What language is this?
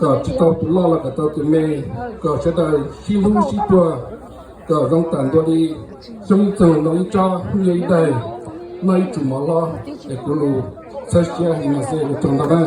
Hmong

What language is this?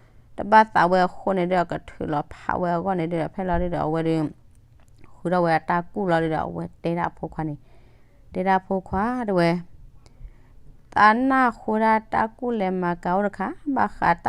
S'gaw Karen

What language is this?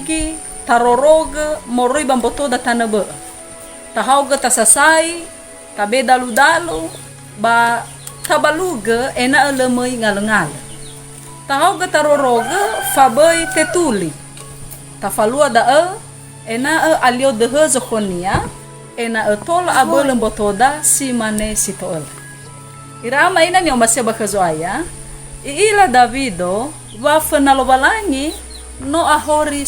Nias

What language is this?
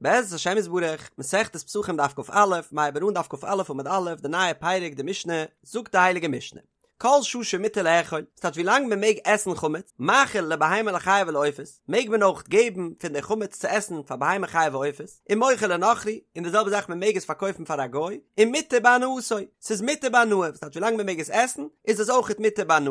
Yiddish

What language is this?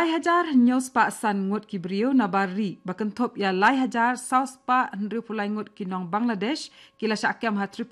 Khasi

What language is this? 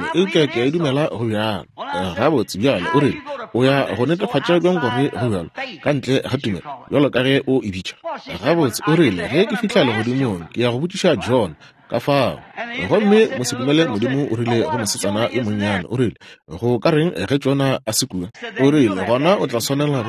Northern Sotho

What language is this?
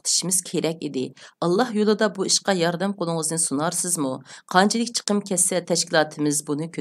Uyghur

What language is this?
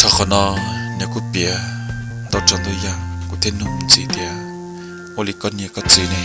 Hmong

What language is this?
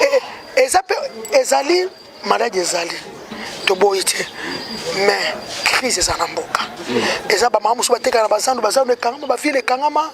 Lingala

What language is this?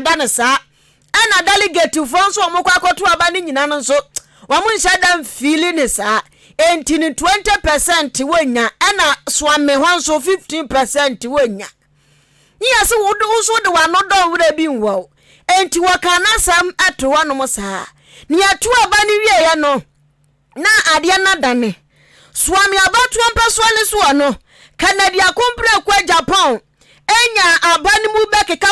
Akan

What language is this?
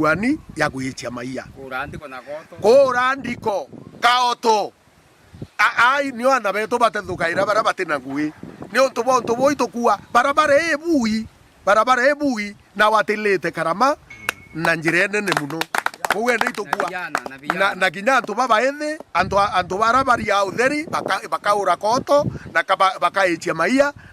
Meru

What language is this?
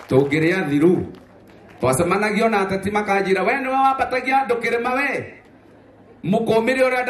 Kikuyu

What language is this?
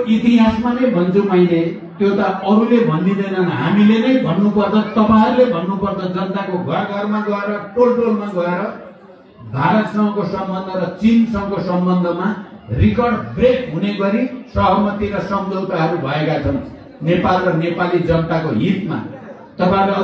Nepali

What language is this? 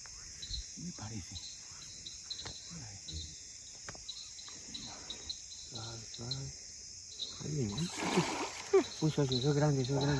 Spanish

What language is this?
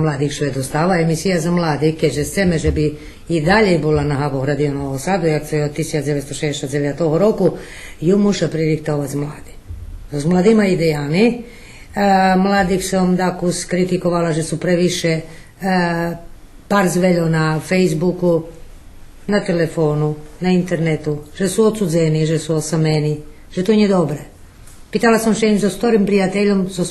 Rusyn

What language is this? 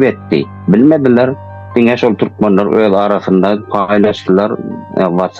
Turkmen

